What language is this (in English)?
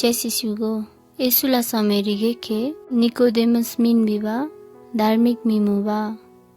Eastern Tamang